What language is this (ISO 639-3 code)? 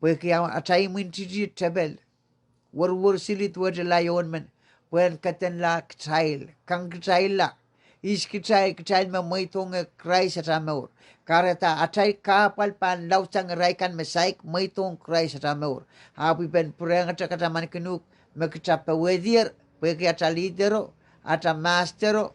pon